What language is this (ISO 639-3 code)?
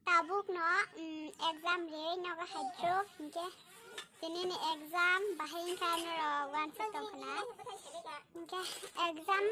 trp